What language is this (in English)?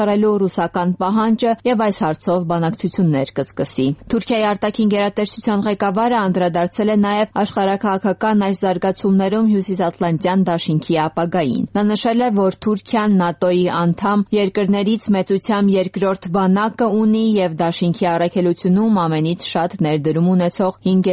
Armenian